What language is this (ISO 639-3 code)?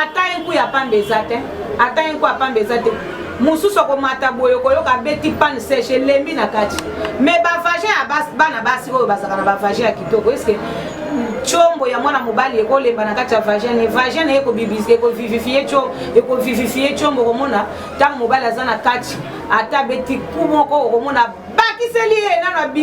lin